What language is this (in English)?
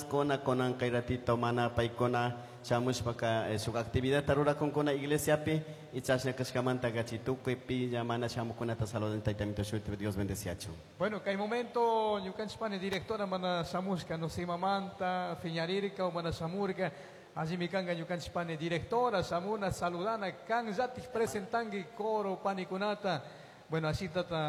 Chimborazo Highland Quichua